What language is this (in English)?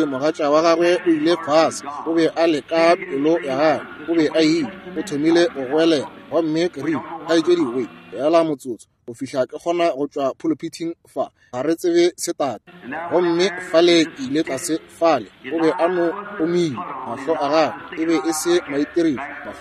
Northern Sotho